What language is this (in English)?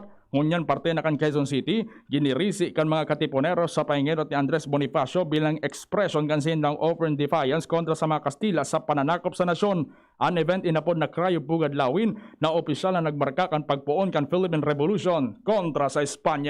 Bikol